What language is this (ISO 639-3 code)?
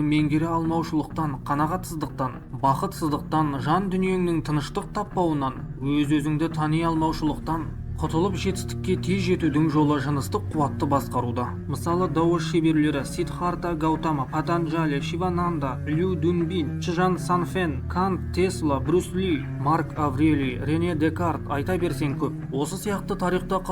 kaz